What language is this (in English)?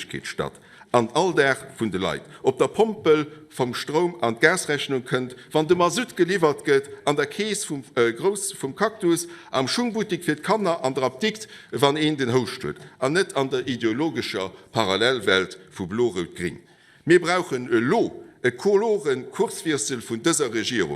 Luxembourgish